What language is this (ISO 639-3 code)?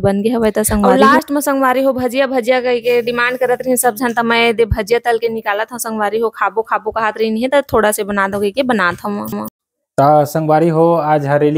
hne